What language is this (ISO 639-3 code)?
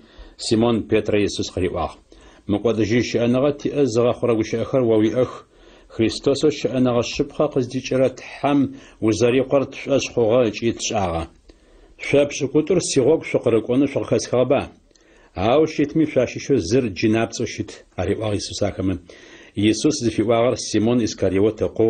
ady